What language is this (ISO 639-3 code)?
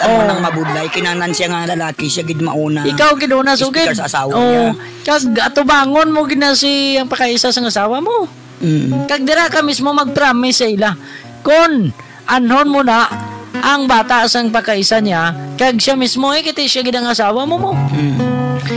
hil